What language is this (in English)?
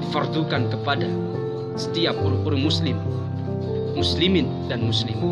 Achinese